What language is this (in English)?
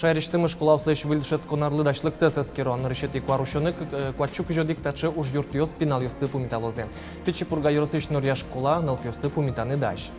Udmurt